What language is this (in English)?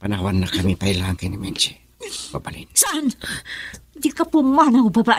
Iloko